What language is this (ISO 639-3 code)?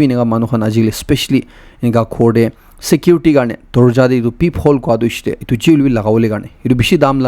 nag